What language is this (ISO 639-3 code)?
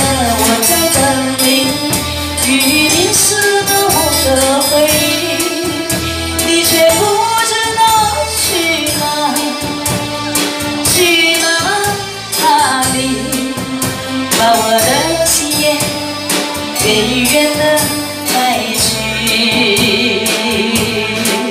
zho